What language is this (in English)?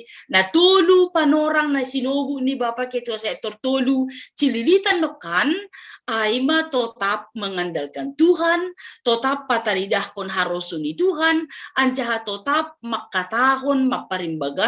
Batak Simalungun